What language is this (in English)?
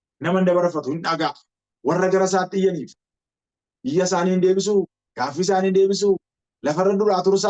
Oromo